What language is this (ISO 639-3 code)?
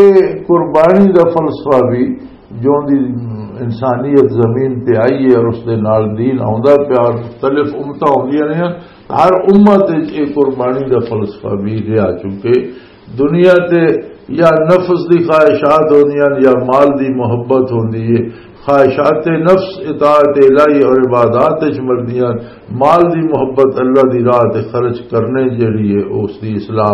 lah